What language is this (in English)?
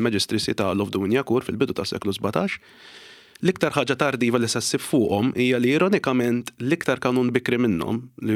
Maltese